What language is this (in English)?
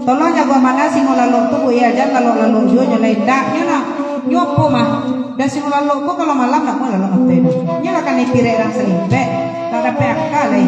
Minangkabau